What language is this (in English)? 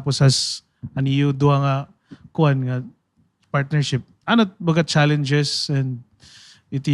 Waray